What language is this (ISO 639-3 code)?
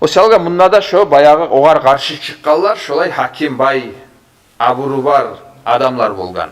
kum